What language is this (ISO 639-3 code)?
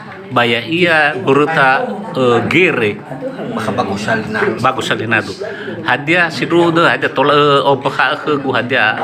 nia